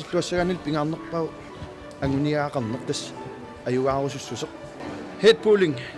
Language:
Kalaallisut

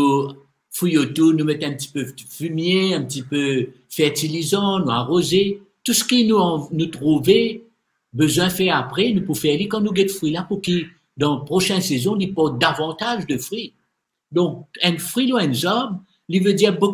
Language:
Morisyen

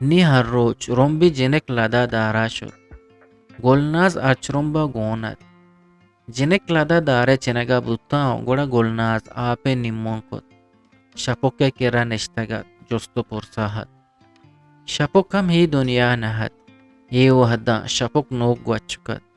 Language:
Eastern Balochi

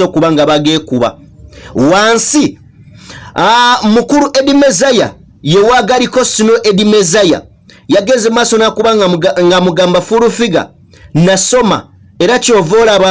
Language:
Ganda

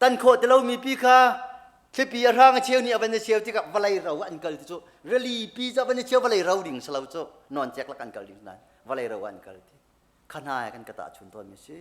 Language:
Hakha Chin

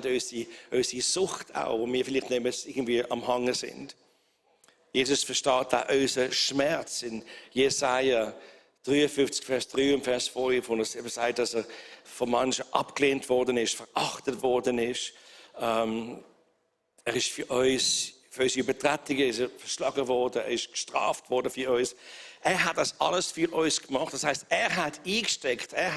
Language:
Swiss German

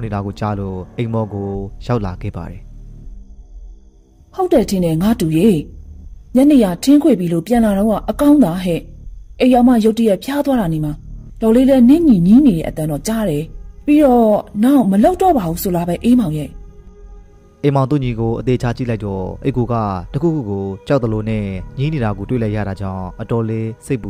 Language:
Burmese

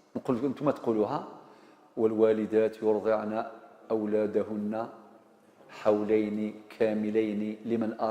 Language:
Algerian Arabic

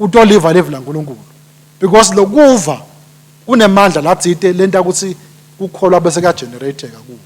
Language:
Swati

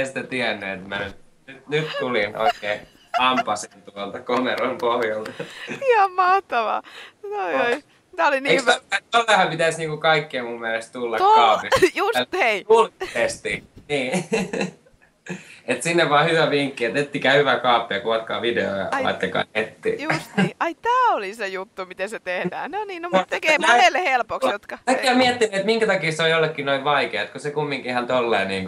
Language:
Finnish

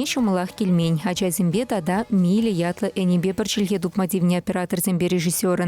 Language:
Chuvash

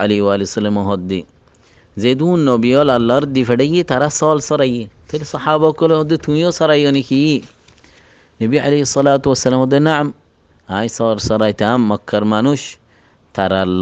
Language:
Rohingya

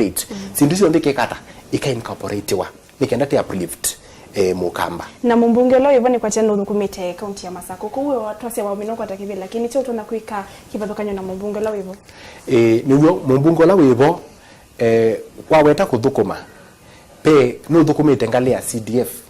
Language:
Kamba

